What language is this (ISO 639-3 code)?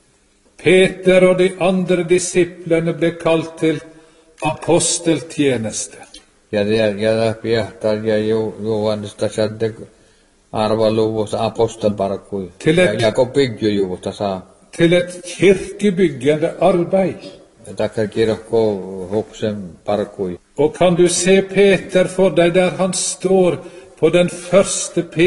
nor